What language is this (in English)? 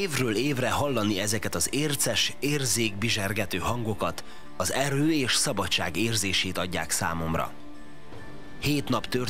Hungarian